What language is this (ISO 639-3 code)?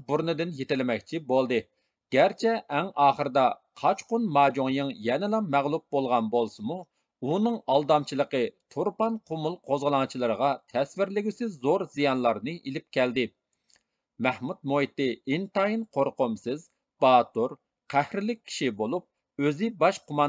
uig